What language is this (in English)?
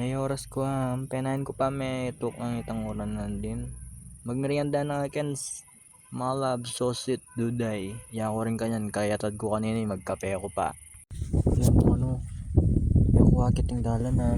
Pampanga